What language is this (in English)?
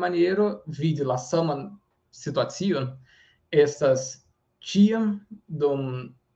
Esperanto